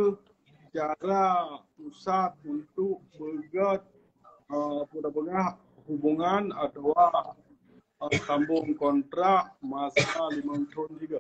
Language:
Achinese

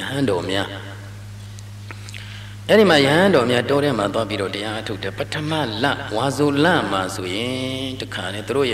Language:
Burmese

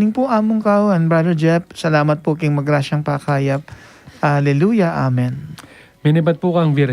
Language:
Pampanga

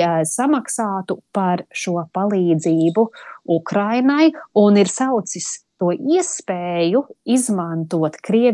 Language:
Latvian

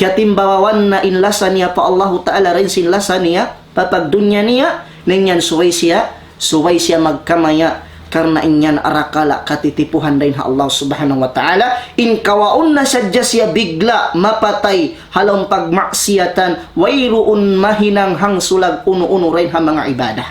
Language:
Tausug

